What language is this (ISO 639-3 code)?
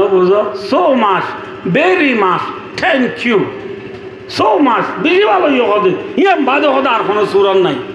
rhg